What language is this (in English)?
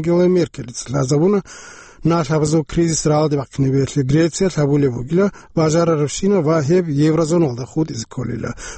Avaric